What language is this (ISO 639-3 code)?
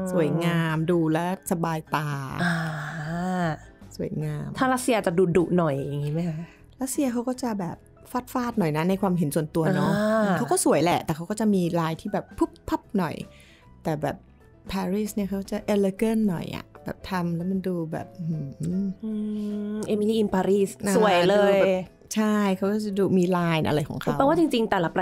tha